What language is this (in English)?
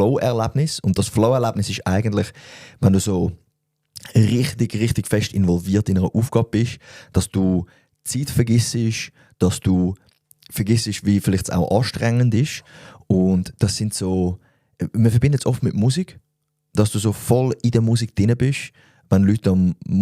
Swiss German